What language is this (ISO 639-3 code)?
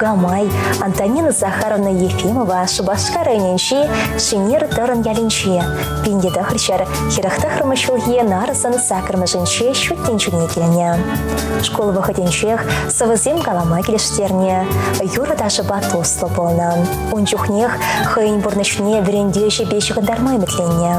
chv